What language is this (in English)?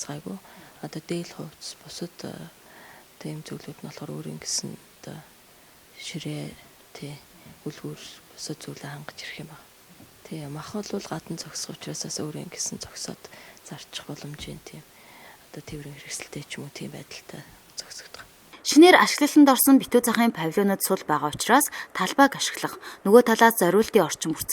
Mongolian